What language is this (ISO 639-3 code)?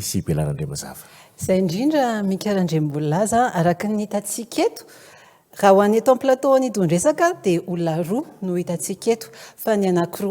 mlg